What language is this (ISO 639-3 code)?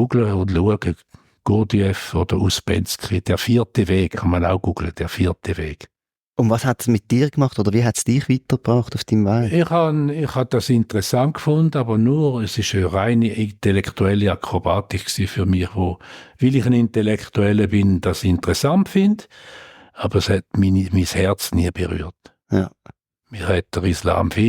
gsw